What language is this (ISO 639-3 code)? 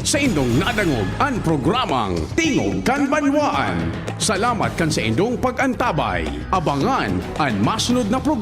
bik